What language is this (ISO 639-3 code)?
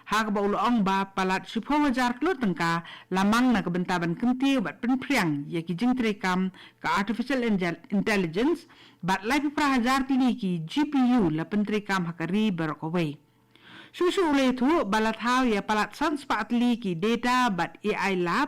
kha